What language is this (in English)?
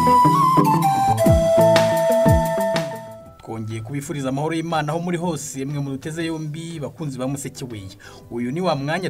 Kinyarwanda